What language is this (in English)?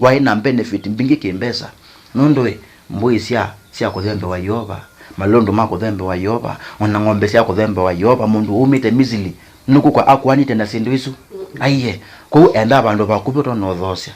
Kamba